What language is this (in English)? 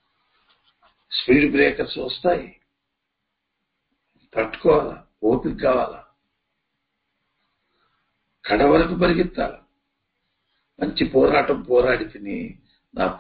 Telugu